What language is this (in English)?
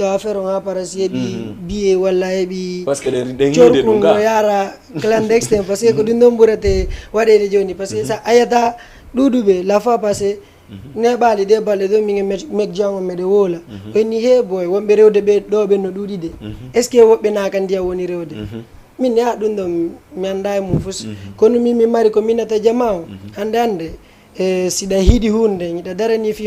Fula